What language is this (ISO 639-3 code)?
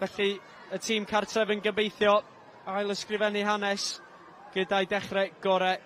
cym